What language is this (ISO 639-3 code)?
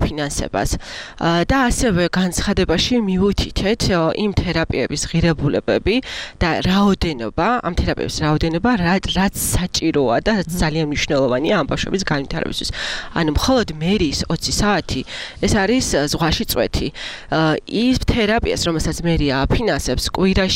kat